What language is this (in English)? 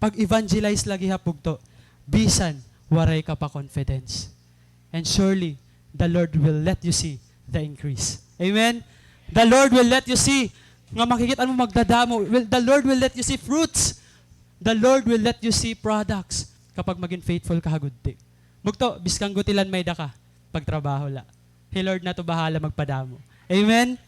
Waray